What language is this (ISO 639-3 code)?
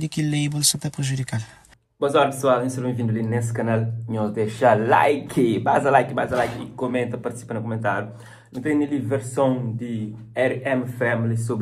kea